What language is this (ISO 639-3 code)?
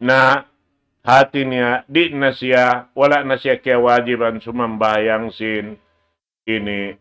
tsg